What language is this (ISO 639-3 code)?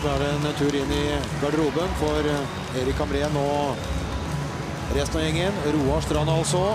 nor